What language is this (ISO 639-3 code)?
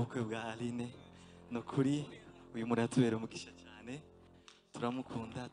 kin